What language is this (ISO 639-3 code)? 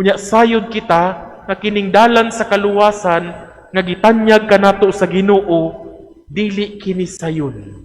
ceb